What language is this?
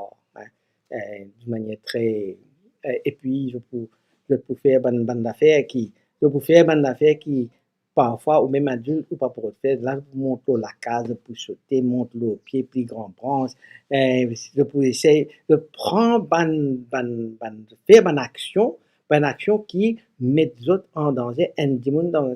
Morisyen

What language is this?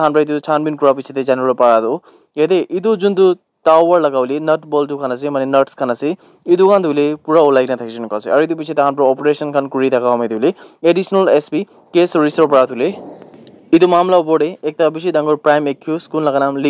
Naga Pidgin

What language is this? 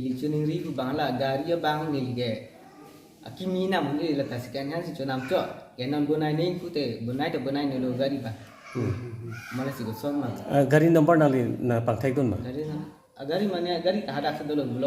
Karbi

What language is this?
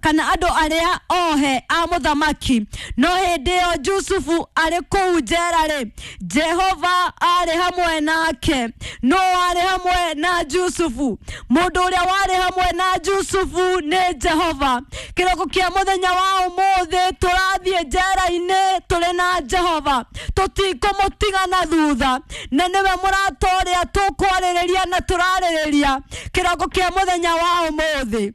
Kikuyu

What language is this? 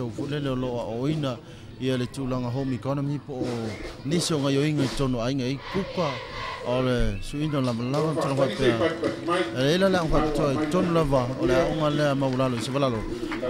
Samoan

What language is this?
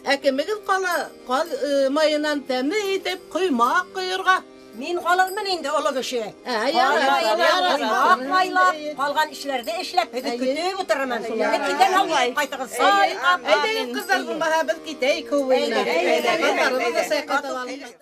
Bashkir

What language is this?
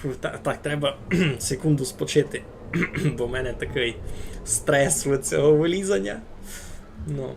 Rusyn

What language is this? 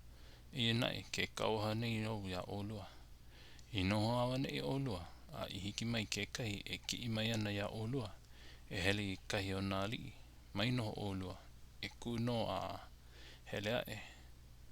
Hawaiian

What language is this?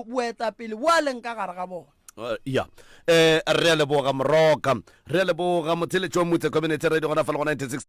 Northern Sotho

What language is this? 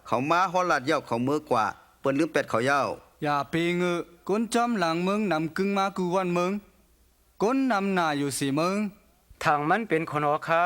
Shan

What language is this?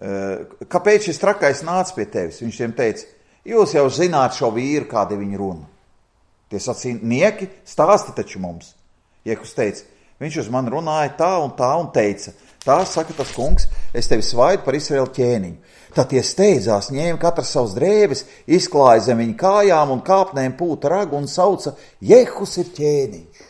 Latvian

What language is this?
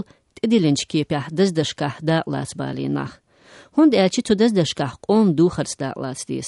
Chechen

